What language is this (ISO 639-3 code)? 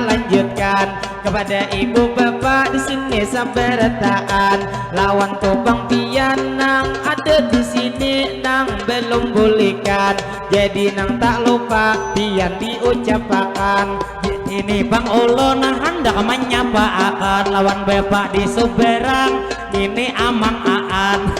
bjn